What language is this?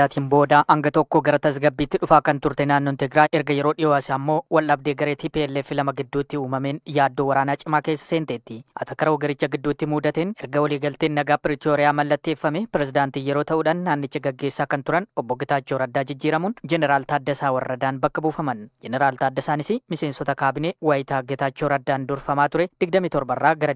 Oromo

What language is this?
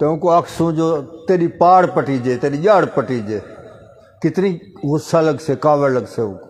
Saraiki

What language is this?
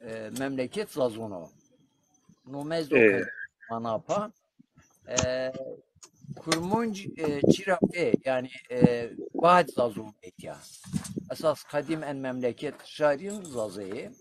Zaza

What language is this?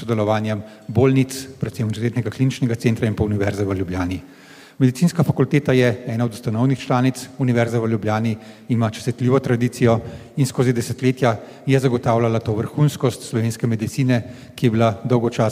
Slovenian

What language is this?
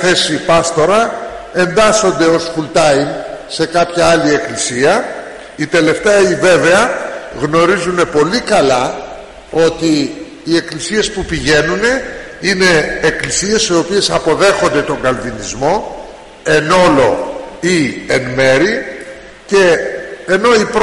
Greek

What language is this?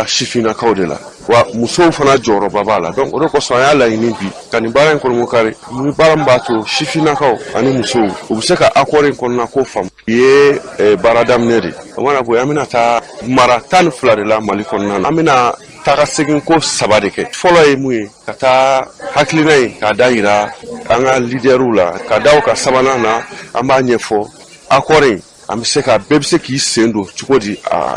Bambara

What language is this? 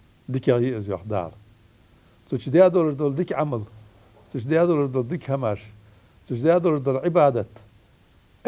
Ingush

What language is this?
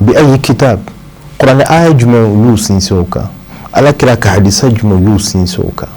Bambara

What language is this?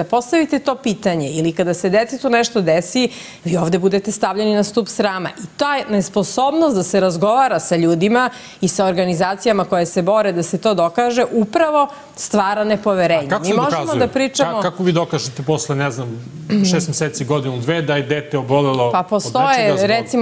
Serbian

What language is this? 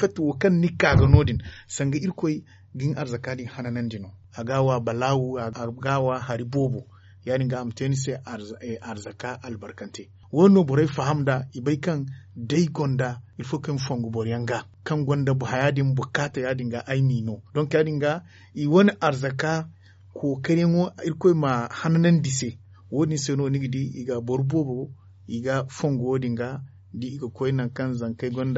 Zarma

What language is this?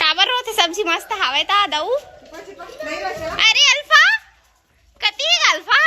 Chhattisgarhi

